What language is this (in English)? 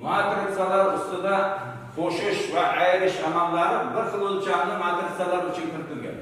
Uzbek